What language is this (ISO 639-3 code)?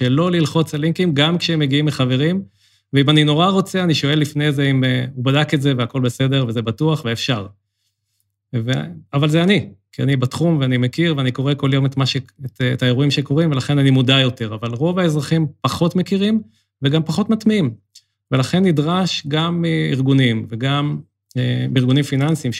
heb